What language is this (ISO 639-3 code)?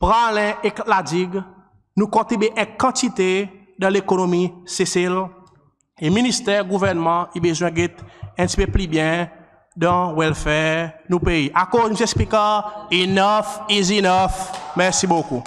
crs